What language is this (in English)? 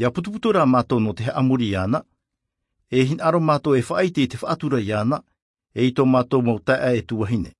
Tahitian